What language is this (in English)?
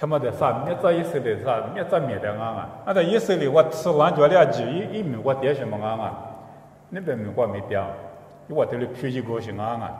Lisu